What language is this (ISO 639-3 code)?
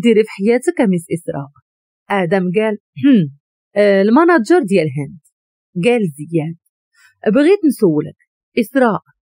ary